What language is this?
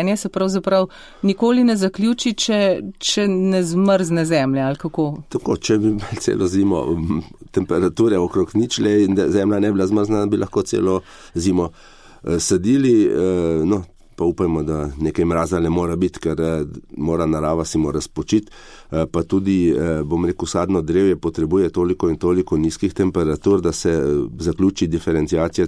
Slovenian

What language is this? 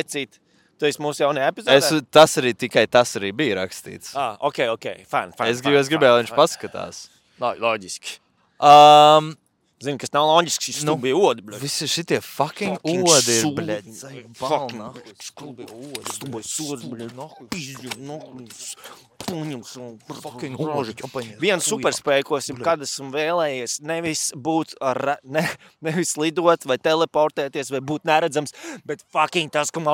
Latvian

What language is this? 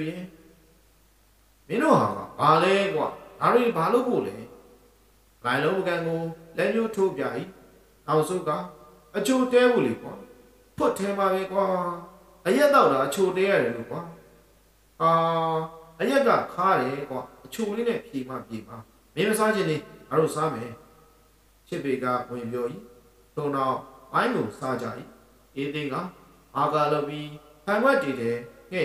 Burmese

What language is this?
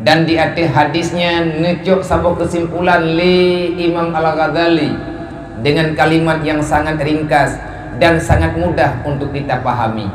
Achinese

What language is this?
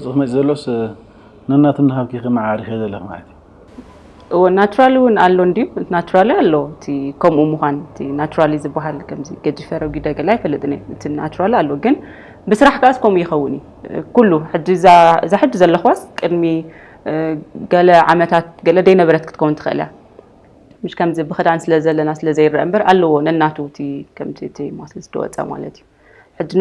Tigrinya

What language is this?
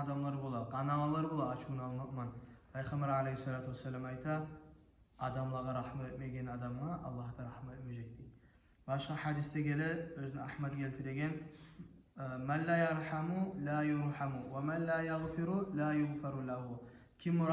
Kumyk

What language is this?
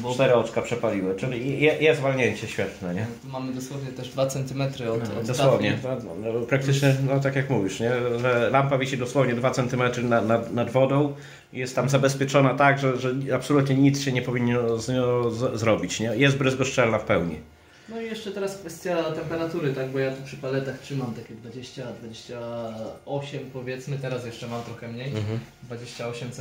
Polish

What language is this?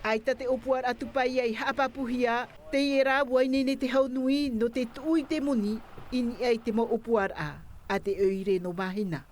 Tahitian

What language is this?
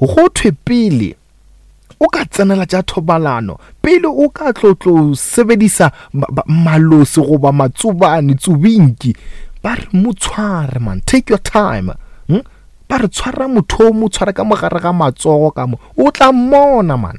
Northern Sotho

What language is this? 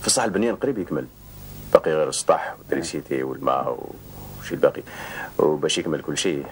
Algerian Arabic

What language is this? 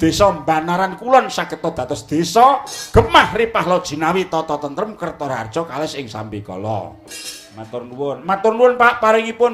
Javanese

